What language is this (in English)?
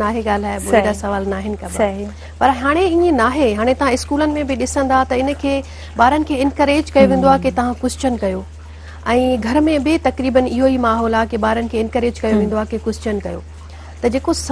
Sindhi